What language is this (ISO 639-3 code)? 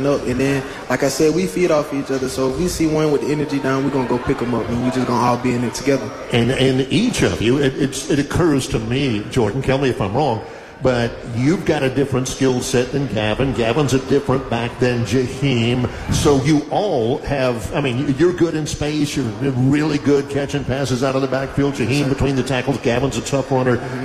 eng